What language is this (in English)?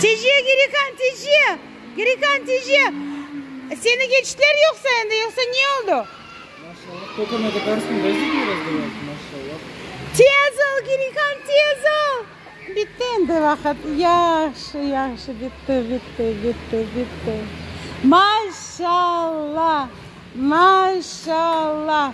Crimean Tatar